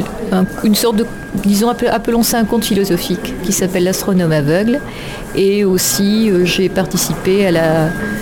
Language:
French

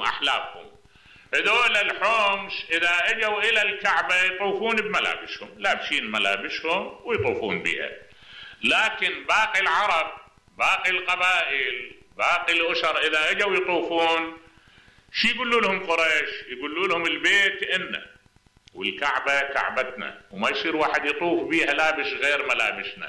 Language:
Mesopotamian Arabic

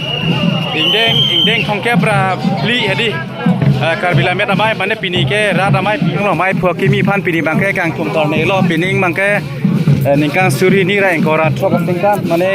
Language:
Karbi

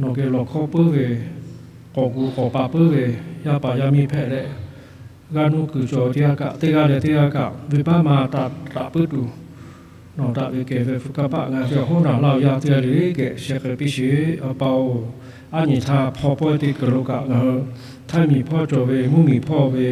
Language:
Lahu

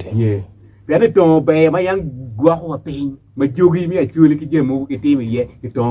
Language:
Acoli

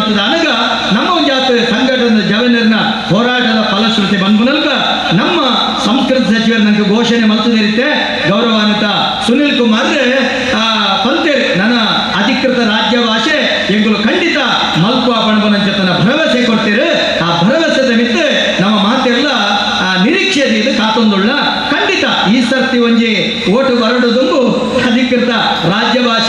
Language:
Tulu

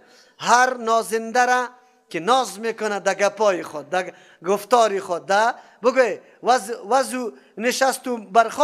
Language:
Persian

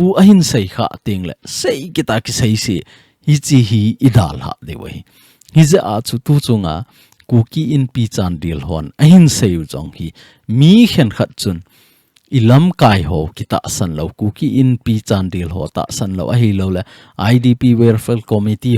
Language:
Thado Chin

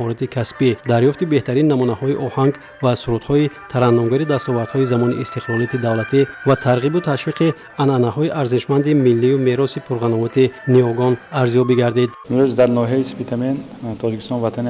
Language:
Tajik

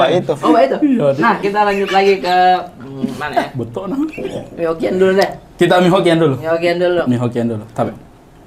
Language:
Makassar Malay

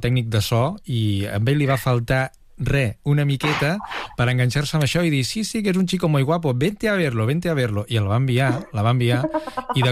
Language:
Catalan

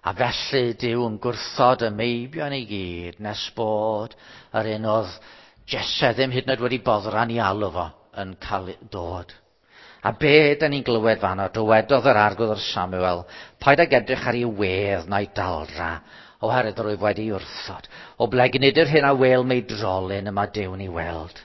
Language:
Welsh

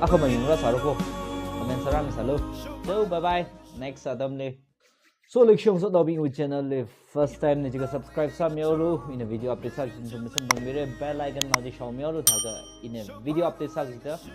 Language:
Tangkhul Naga (India)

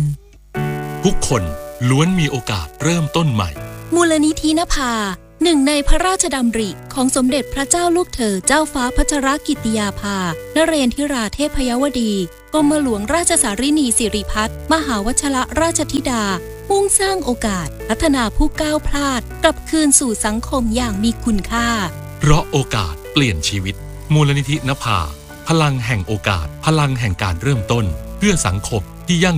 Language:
Thai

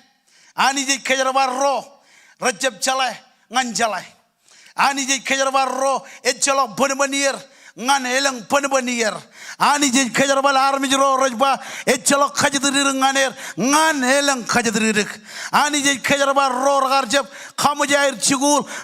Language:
Marshallese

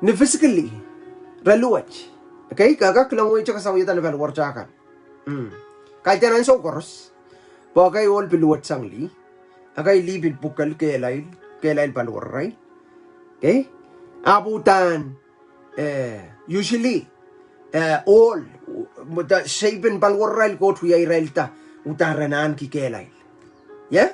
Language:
Pohnpeian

